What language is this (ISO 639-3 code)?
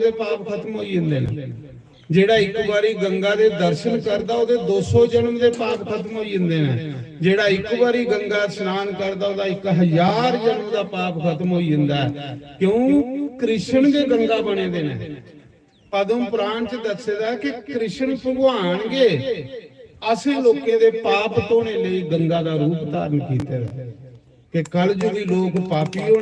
doi